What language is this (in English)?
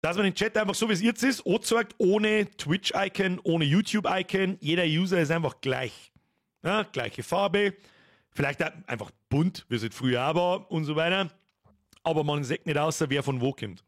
Bavarian